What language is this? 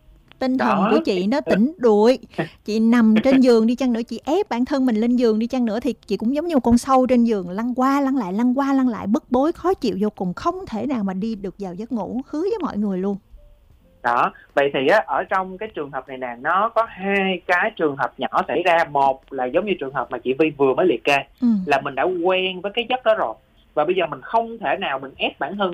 Vietnamese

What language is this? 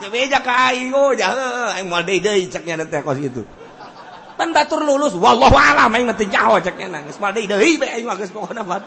Sundanese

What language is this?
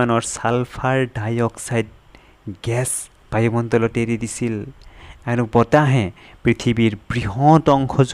Assamese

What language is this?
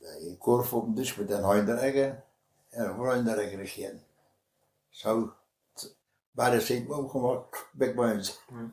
Westphalien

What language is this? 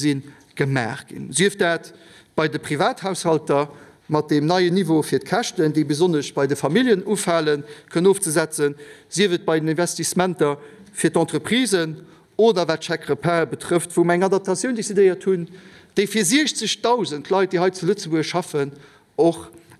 Luxembourgish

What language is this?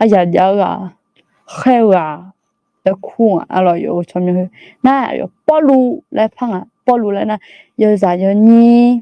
Akha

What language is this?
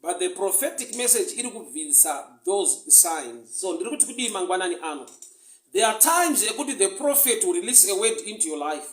Shona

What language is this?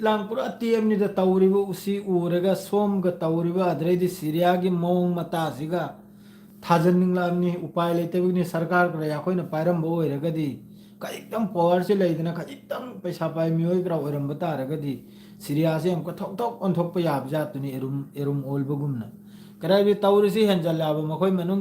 Manipuri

